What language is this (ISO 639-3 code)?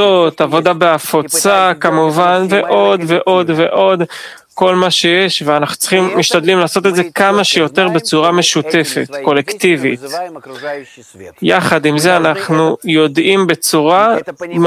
heb